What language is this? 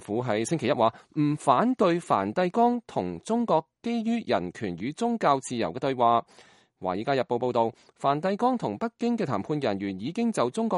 Cantonese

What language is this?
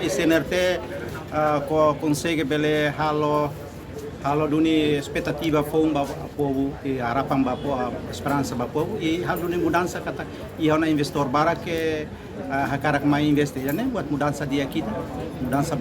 Tetum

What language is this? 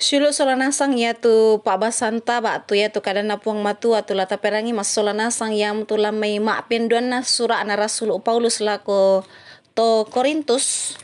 Toraja-Sa'dan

